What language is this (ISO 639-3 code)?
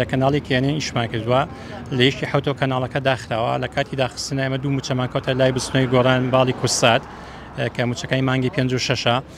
ckb